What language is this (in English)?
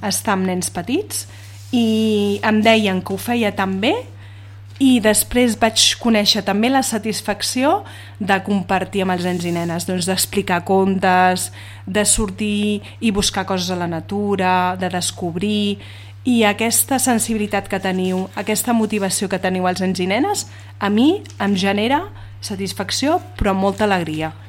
Catalan